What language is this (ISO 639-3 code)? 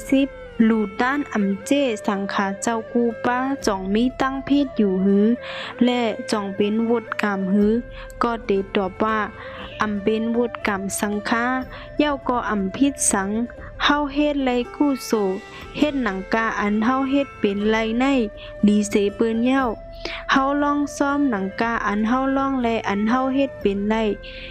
shn